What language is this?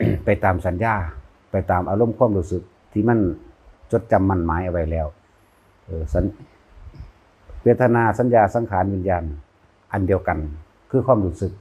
Lao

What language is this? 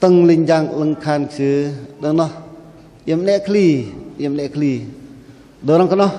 Bahnar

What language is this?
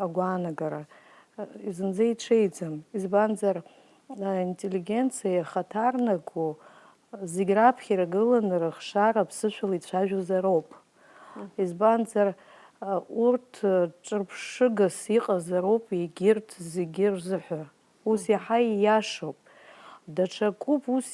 Abkhazian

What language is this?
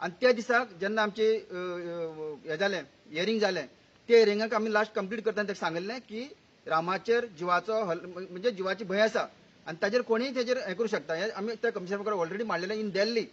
Konkani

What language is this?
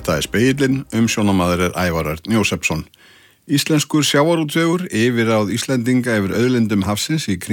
Icelandic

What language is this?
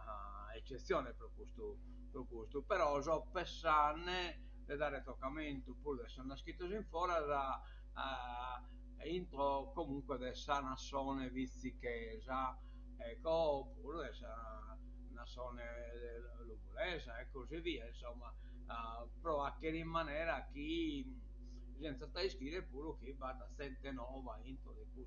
Sardinian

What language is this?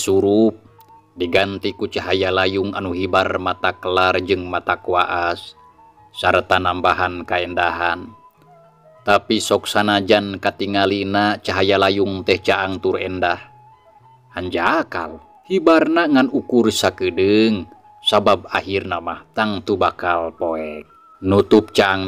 Sundanese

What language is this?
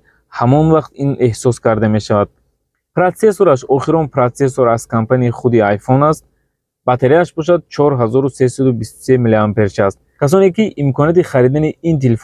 Tajik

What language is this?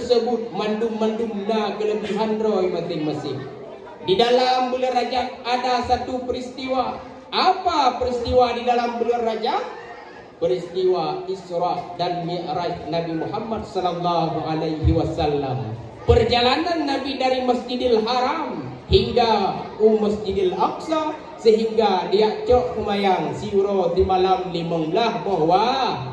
Achinese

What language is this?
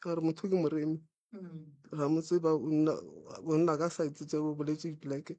Northern Sotho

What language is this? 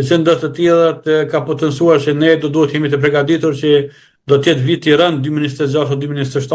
Albanian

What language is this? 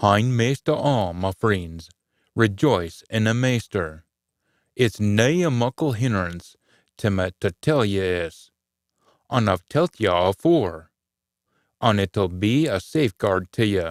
Scots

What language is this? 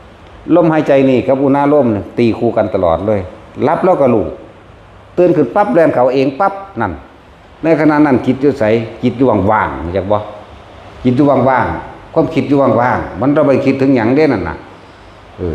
Northeastern Thai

